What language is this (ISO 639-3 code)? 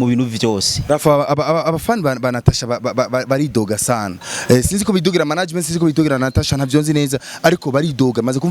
run